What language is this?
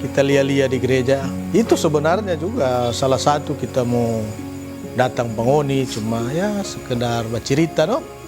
Manado Malay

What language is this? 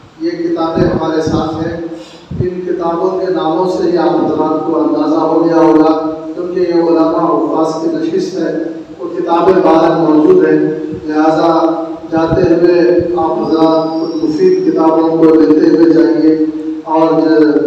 Urdu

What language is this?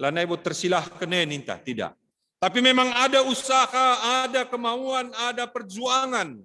Batak Karo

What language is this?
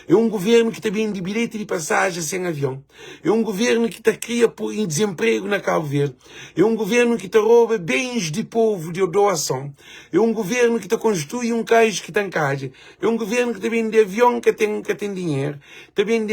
Kabuverdianu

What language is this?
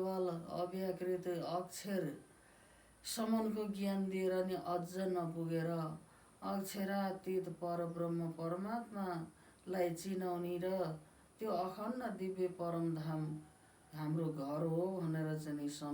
Nepali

